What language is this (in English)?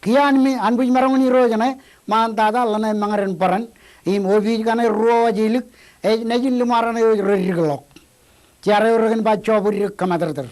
Marshallese